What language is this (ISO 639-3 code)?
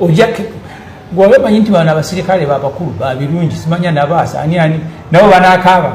lug